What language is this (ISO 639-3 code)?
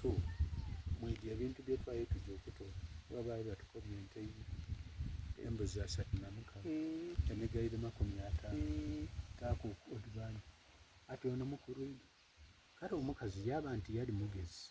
xog